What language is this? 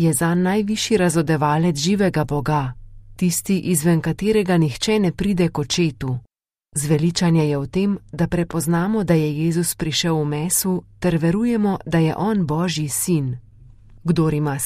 Slovenian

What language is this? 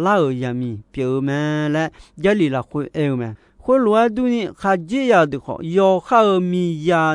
Akha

